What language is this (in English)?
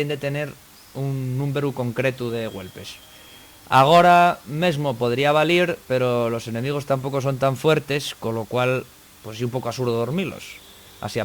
Asturian